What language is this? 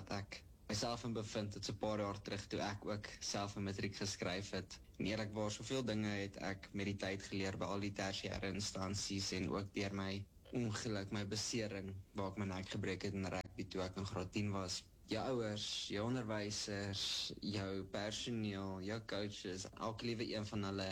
Afrikaans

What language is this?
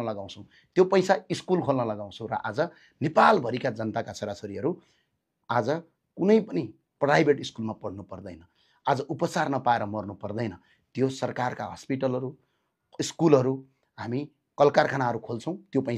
Nepali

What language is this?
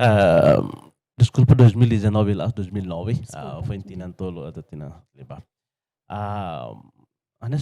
Tetum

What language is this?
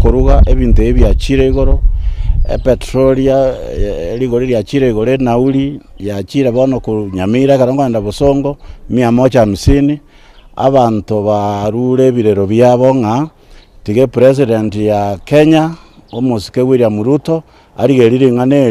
Gusii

